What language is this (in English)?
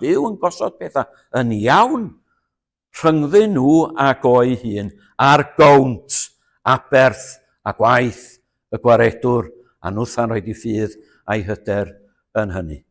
Welsh